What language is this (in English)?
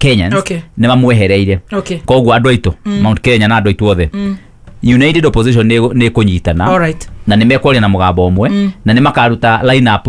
Kikuyu